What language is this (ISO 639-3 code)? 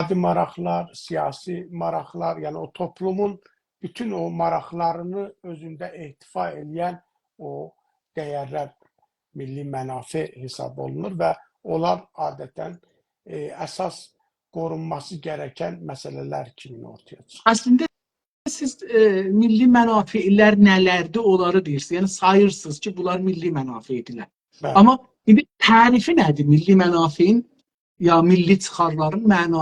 azb